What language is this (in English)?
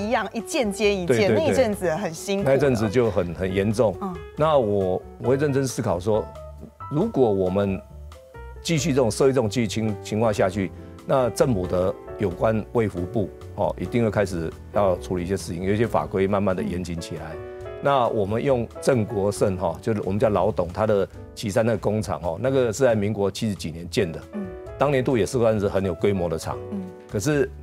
Chinese